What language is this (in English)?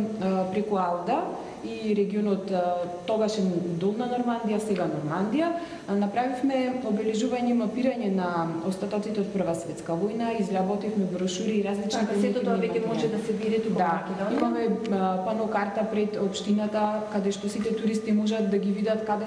Macedonian